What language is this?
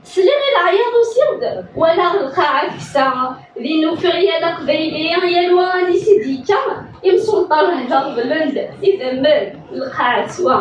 Kabyle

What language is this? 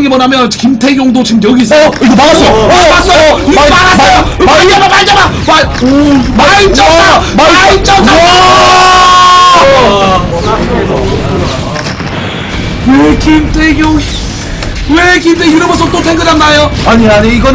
Korean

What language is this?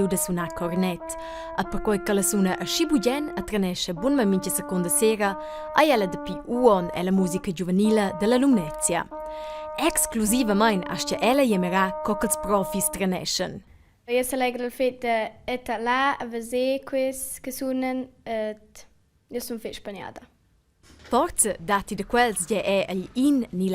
Romansh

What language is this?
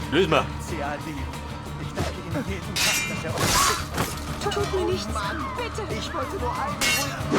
Bavarian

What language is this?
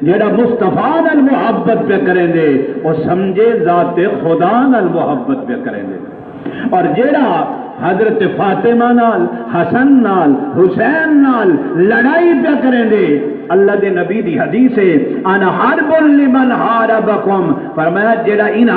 Saraiki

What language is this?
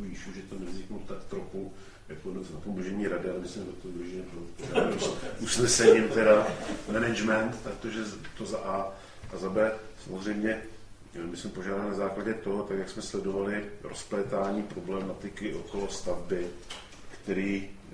Czech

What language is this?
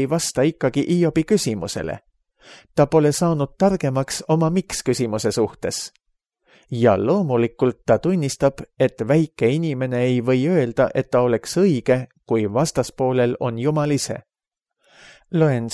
Estonian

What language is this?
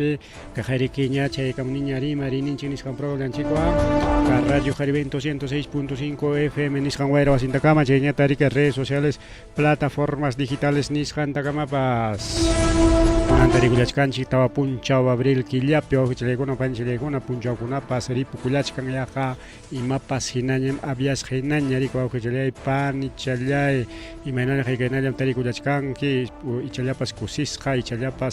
Ayacucho Quechua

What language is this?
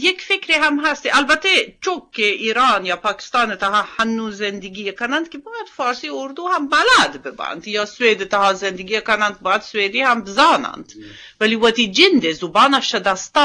Eastern Balochi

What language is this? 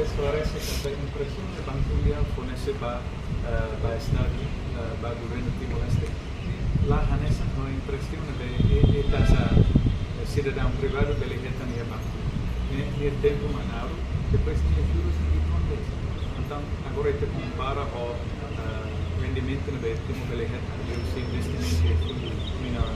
Tetum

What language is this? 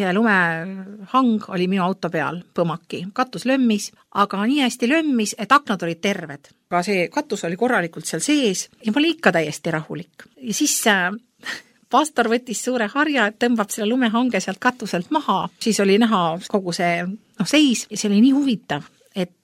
Estonian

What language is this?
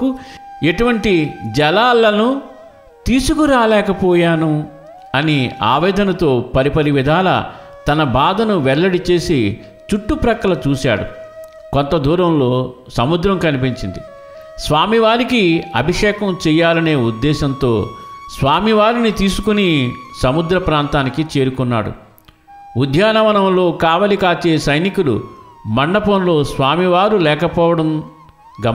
Telugu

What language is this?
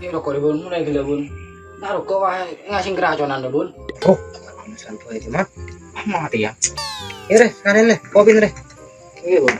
Madurese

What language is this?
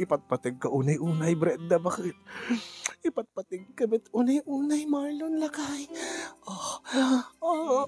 Iloko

